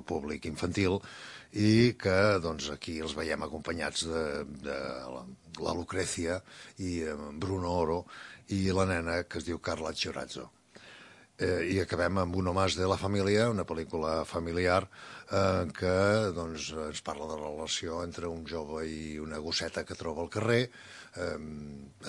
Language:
Catalan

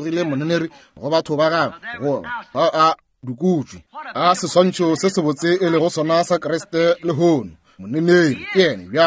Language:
Northern Sotho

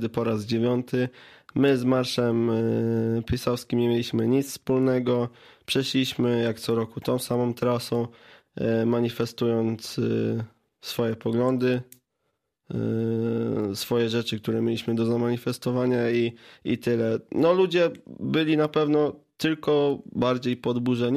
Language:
Polish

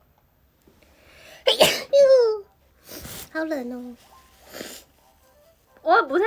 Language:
Chinese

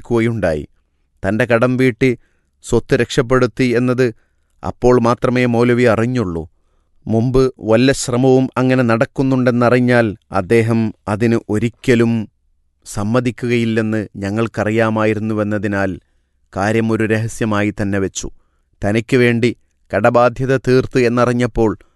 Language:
Malayalam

